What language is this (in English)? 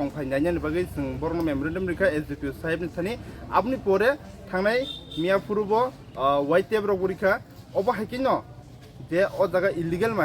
Kok Borok